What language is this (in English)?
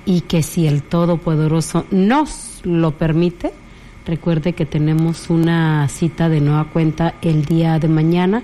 Spanish